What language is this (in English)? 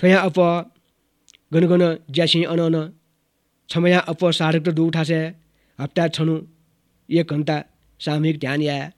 Newari